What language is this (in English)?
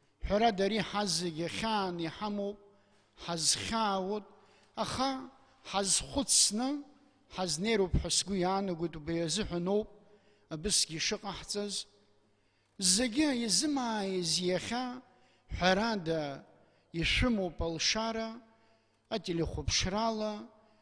Abkhazian